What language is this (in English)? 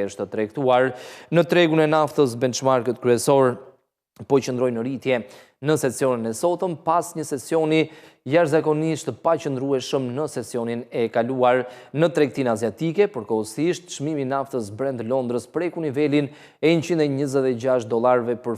Albanian